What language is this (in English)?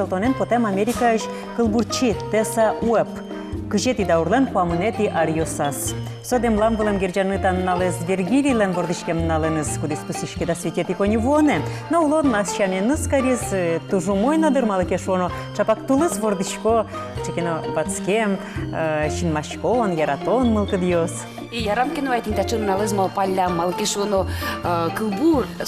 Udmurt